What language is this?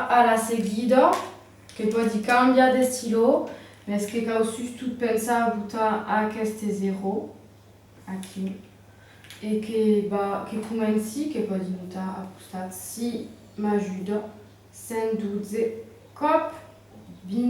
Occitan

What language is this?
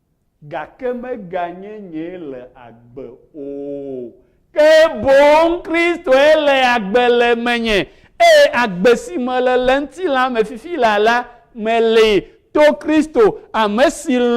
Ewe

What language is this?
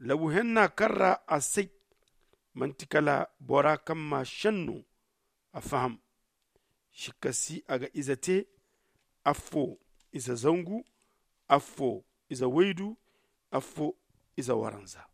Zarma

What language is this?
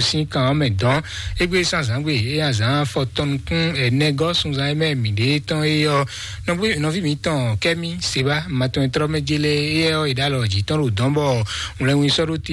Fon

